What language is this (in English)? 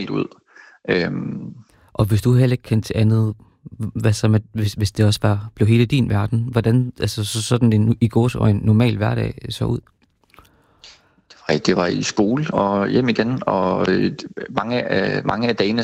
Danish